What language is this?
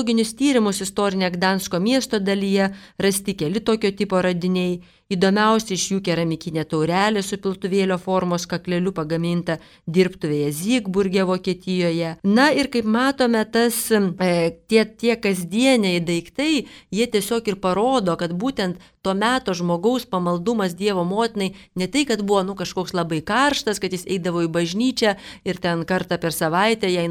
Lithuanian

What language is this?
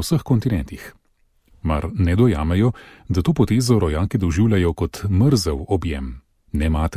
Slovenian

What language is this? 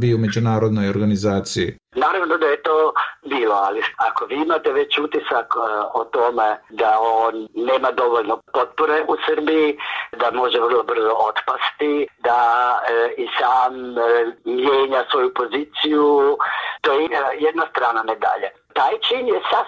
Croatian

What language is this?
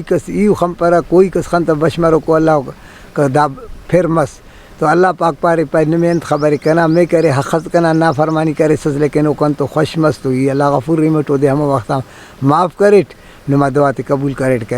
Brahui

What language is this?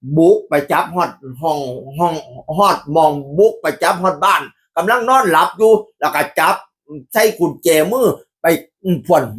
Northeastern Thai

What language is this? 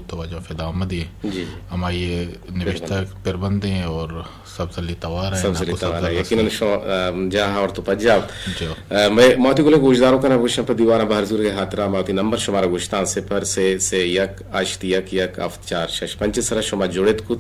Eastern Balochi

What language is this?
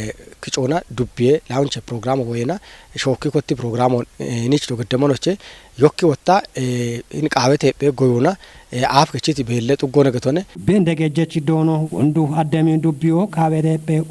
Kafa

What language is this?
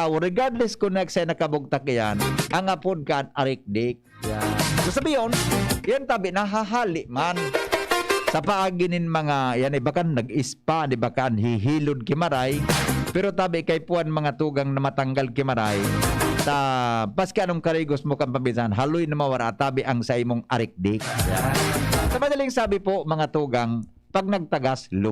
Bikol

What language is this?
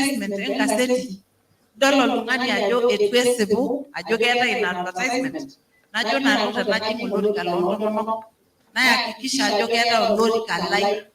Masai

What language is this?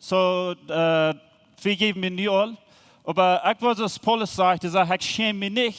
Plautdietsch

